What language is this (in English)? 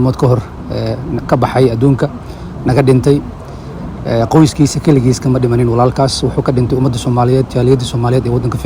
Somali